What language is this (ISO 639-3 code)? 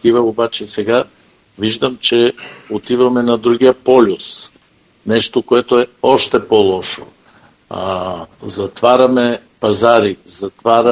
bul